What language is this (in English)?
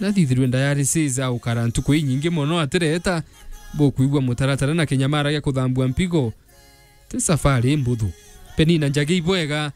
Meru